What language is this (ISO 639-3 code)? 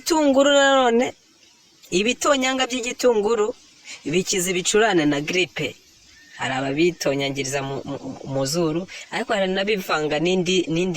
kin